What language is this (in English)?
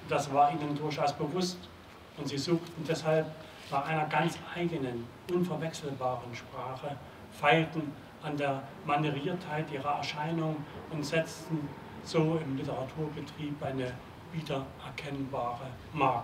German